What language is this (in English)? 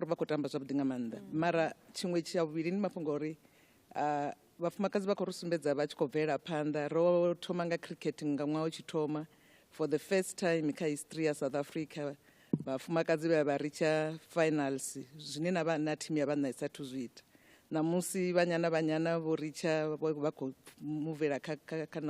Venda